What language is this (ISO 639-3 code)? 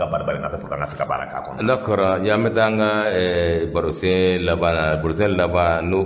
bam